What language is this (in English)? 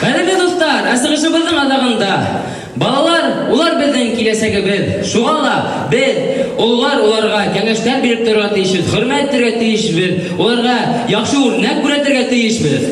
Bashkir